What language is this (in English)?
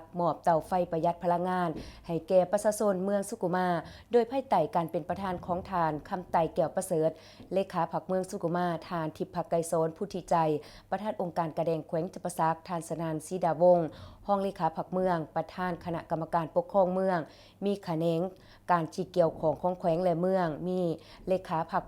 Lao